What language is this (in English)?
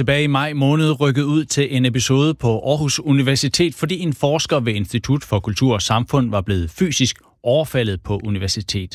Danish